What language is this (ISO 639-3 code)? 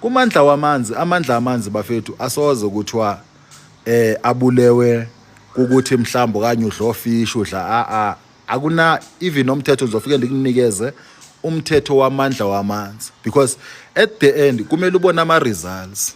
zul